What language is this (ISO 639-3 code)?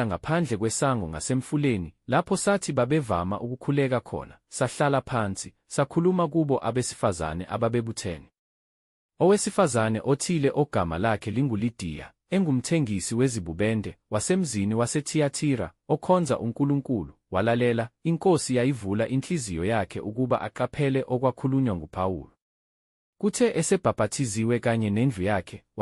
zul